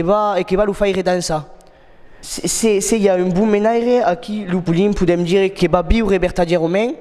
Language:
Occitan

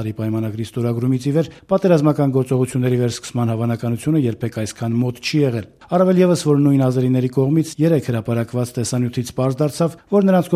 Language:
Armenian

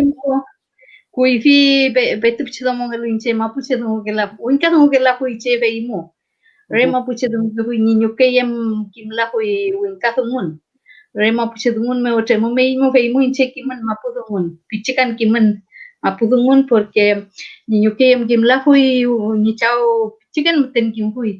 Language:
Mapuche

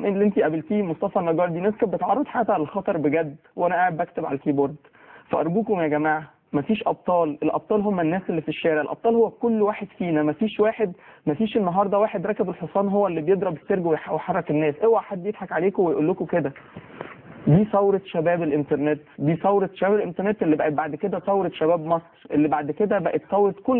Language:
Egyptian Arabic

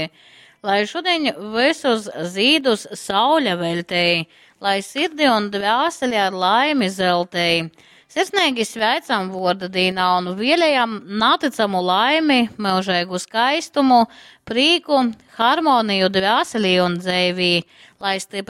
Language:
Latgalian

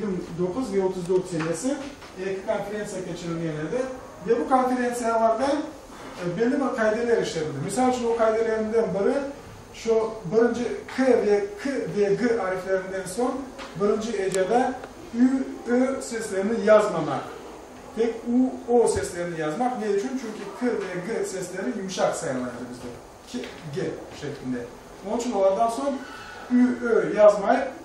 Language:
Crimean Tatar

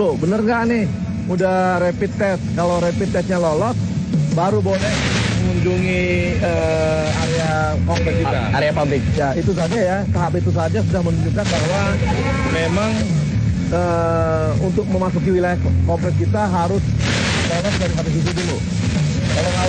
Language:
Indonesian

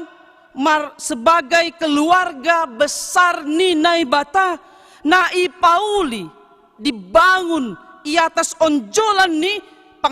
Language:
Batak Simalungun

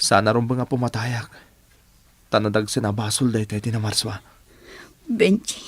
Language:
Iloko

